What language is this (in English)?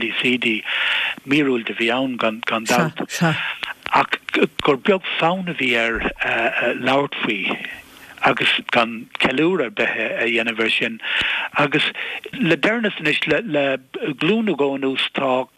Irish